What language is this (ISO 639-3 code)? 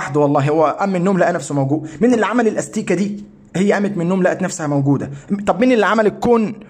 arz